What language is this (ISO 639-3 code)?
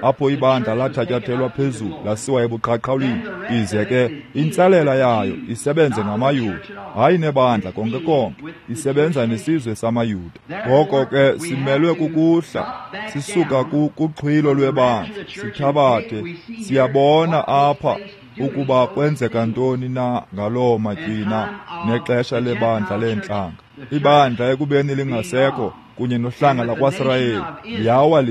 xho